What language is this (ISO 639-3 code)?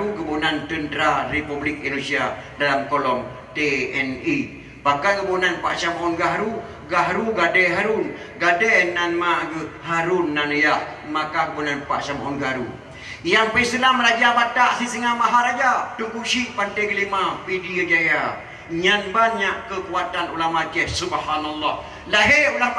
ace